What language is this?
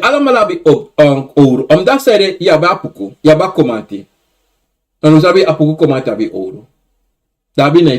Sranan Tongo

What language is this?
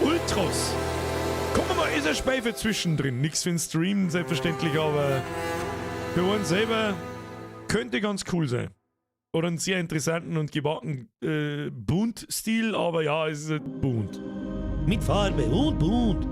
Bavarian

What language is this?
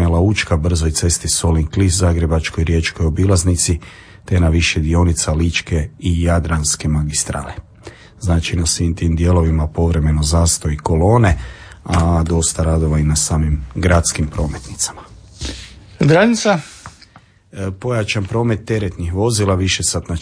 Croatian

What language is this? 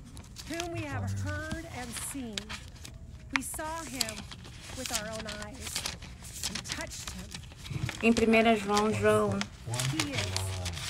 Portuguese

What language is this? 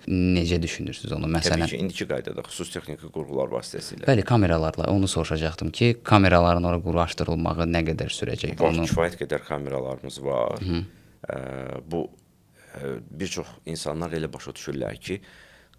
Azerbaijani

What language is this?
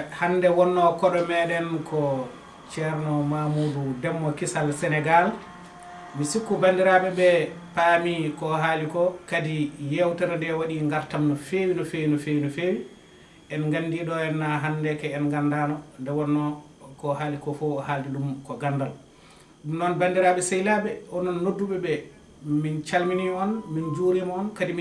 Fula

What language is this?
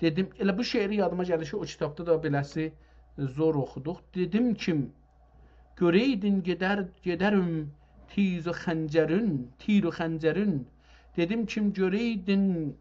South Azerbaijani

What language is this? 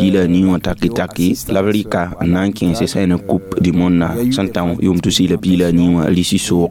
Mossi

